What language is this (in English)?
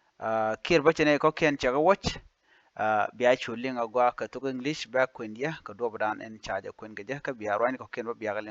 Nuer